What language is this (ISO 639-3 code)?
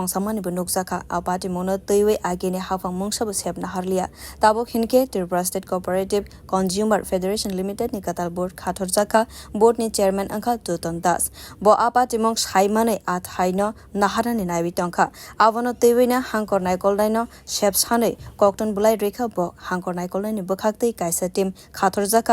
trp